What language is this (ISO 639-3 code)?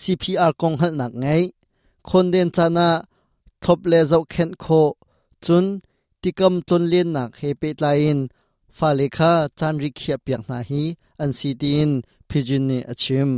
cnh